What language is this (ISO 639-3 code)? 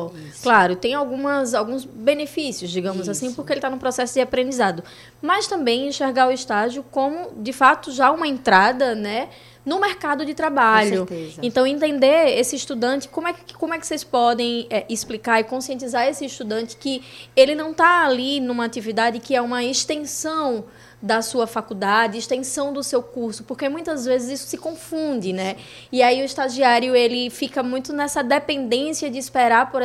por